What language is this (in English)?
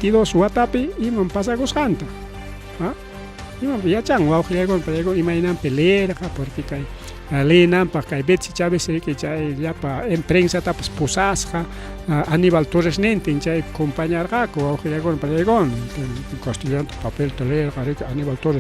Ayacucho Quechua